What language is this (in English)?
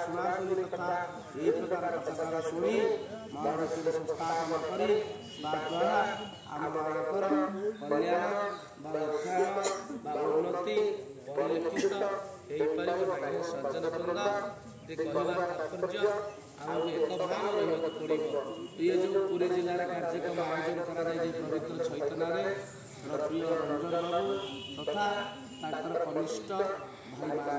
Odia